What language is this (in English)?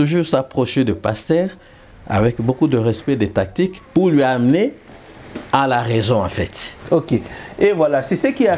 French